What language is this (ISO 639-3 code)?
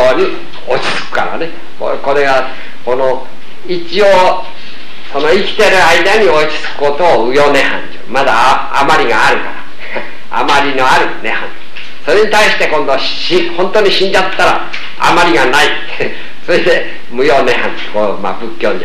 jpn